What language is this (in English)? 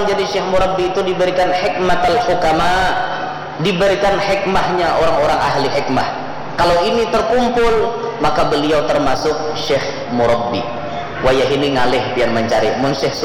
Banjar